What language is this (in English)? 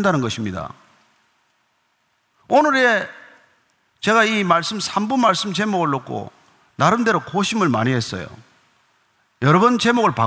Korean